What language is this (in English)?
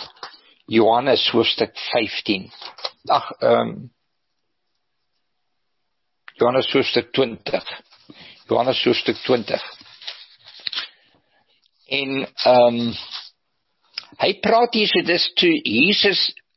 Afrikaans